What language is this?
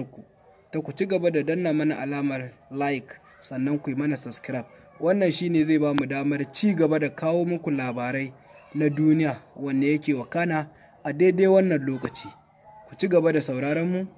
Hausa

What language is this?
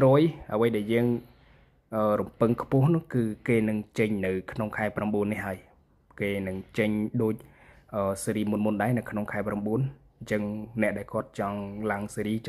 Khmer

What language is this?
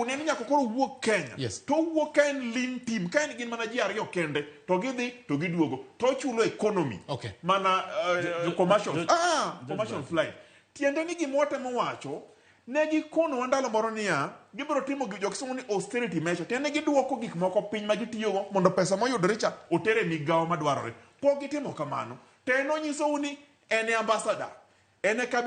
Luo (Kenya and Tanzania)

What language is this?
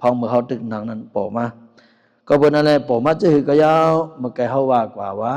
Shan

